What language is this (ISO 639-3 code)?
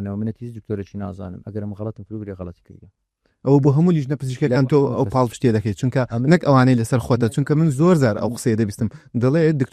ckb